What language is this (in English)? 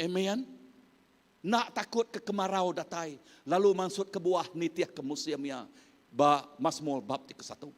Iban